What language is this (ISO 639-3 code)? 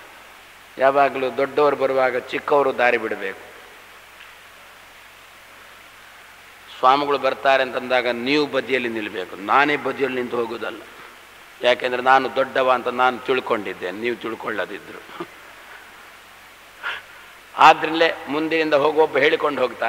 kan